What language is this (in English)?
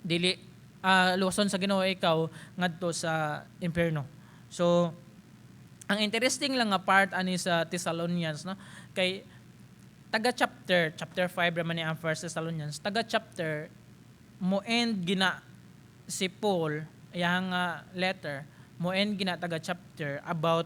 Cebuano